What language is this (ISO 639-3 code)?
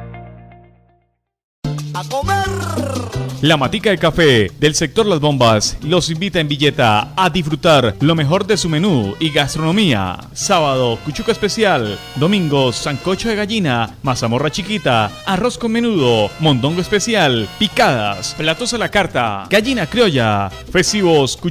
spa